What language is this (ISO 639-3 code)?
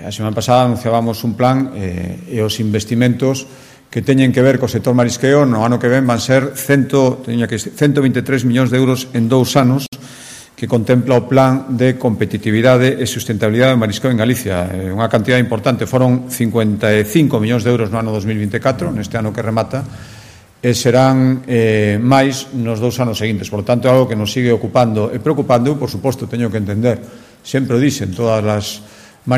glg